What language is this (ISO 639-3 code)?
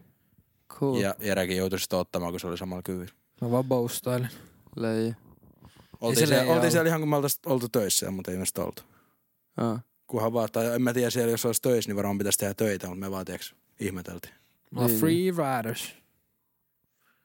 fin